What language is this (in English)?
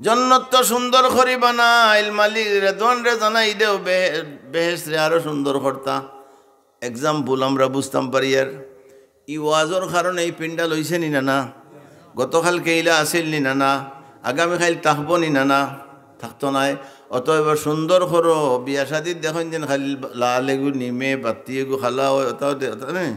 Sylheti